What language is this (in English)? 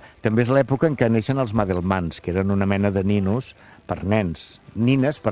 Catalan